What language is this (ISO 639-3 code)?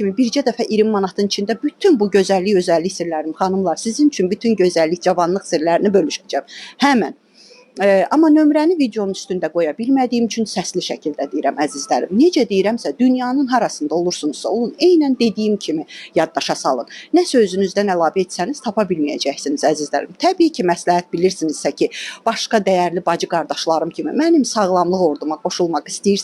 aze